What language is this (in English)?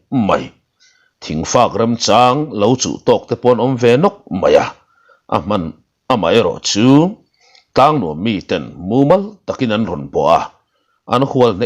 Mizo